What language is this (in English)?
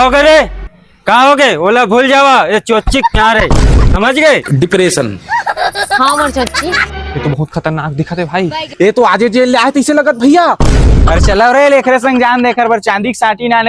Chhattisgarhi